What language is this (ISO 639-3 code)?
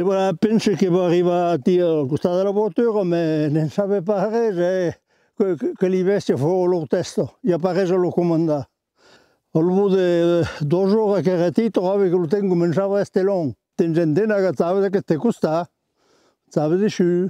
oci